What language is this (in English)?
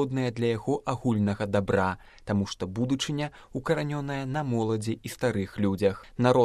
Belarusian